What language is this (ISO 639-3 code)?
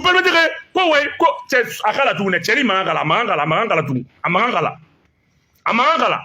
bam